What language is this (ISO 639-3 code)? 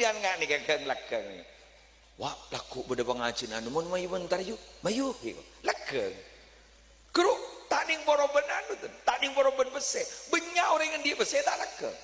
mad